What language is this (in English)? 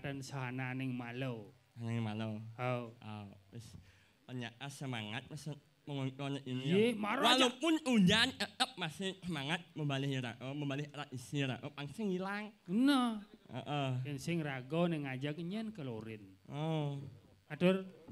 Balinese